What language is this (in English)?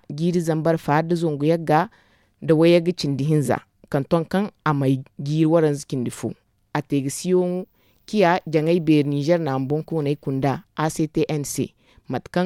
Zarma